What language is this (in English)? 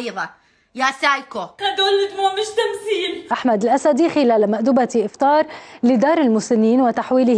Mesopotamian Arabic